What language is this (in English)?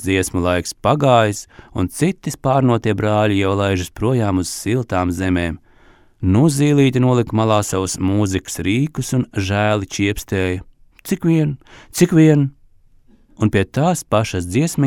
Latvian